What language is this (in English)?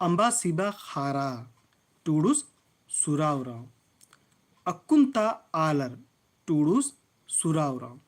Kurukh